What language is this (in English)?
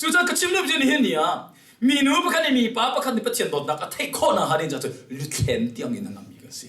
Hakha Chin